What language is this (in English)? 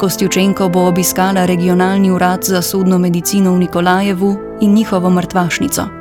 Slovenian